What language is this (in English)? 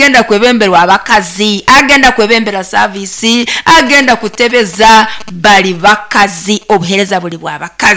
Nyoro